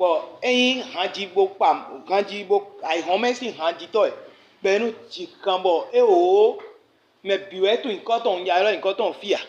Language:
Fon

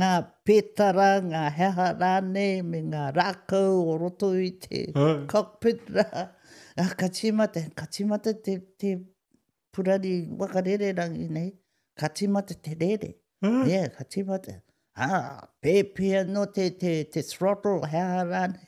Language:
Māori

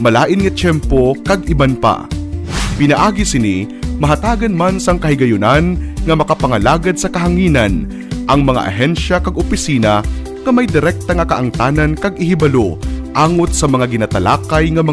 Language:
Hiligaynon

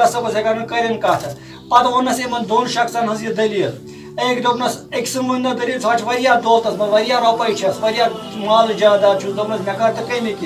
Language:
Kashmiri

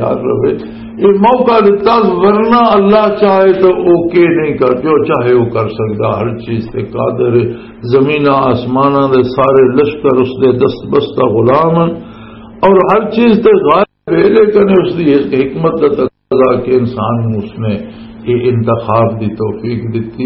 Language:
Western Panjabi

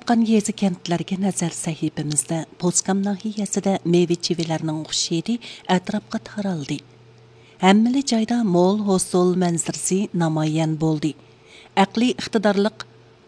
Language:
Uyghur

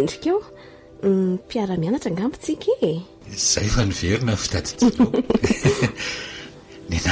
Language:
Malagasy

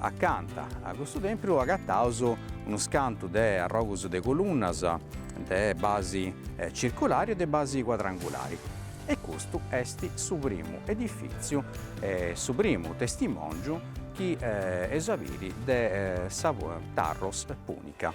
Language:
Sardinian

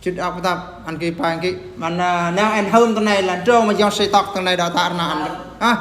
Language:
Eastern Bru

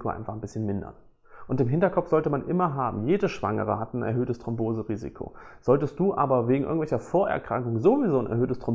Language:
German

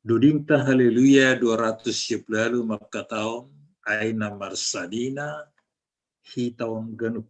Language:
Batak Simalungun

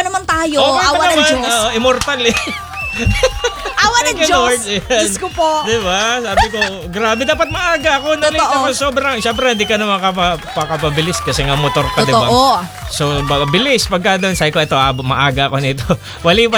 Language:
Filipino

